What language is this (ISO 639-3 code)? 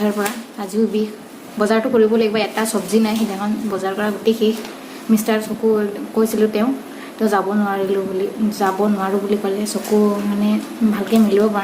asm